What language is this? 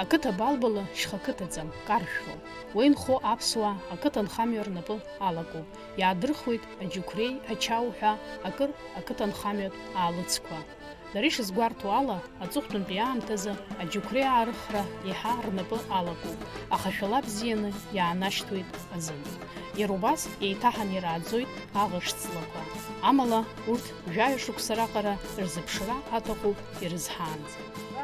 Abkhazian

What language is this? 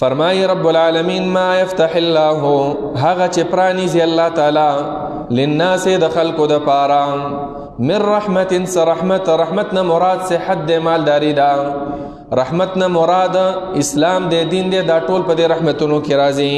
Pashto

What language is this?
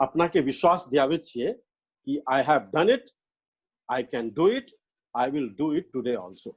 Maithili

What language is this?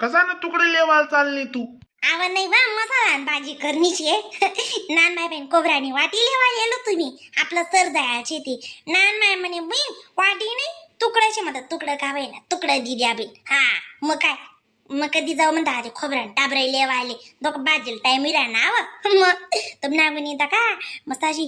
Khandesi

